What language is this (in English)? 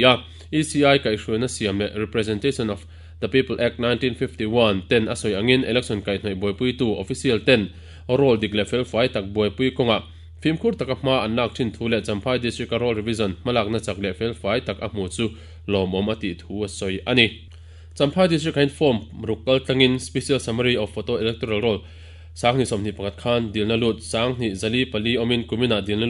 Mizo